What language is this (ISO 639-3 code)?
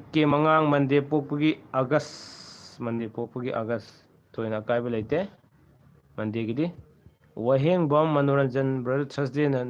mni